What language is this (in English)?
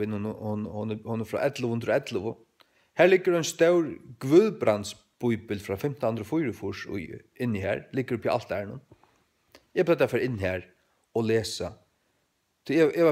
Faroese